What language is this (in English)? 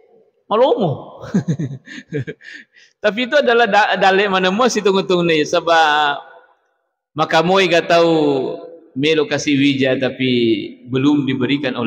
Buginese